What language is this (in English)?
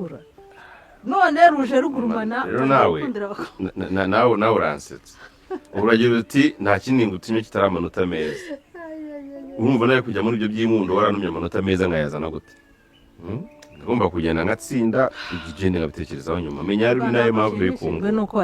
Kinyarwanda